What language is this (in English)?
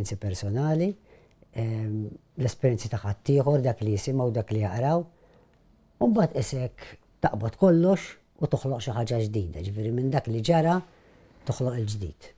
Maltese